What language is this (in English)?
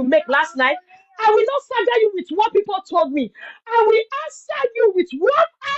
Nigerian Pidgin